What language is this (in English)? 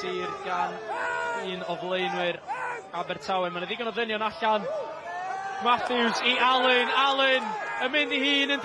Welsh